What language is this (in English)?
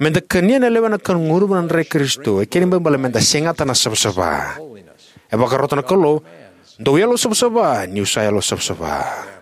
Fijian